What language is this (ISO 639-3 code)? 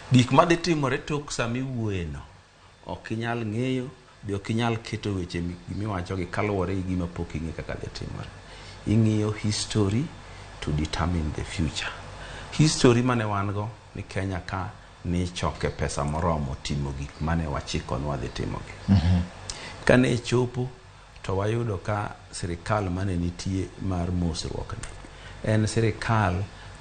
luo